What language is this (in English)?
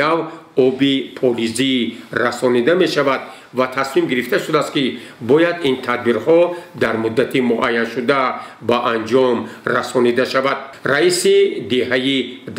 Tajik